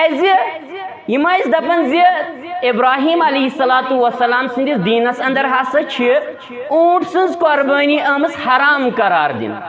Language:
Kashmiri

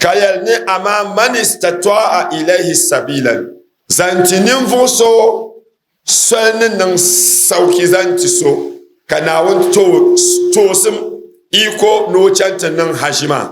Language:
Dagbani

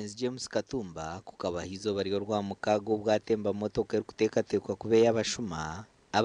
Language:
Nyankole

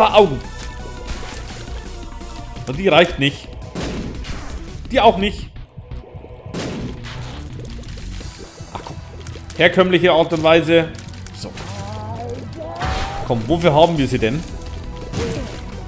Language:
German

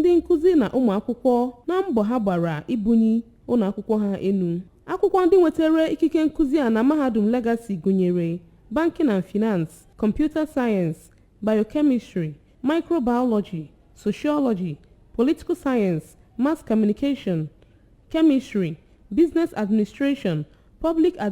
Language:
Igbo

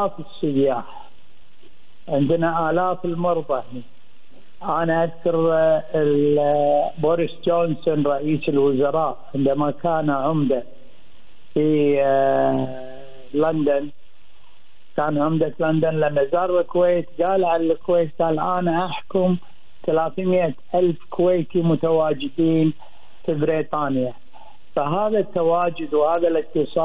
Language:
Gulf Arabic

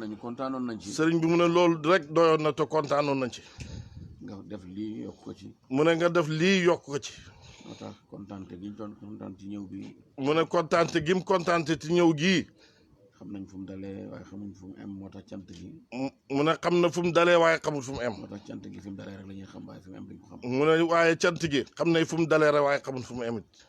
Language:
Wolof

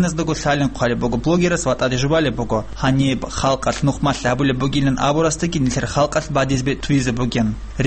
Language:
Avaric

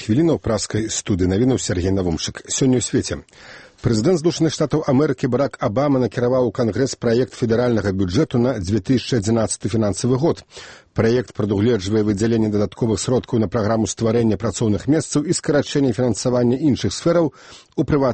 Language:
Belarusian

